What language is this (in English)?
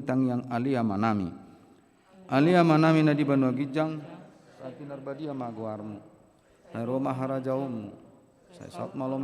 Batak Toba